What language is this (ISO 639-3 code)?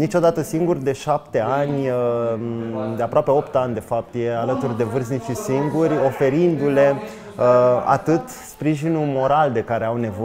ron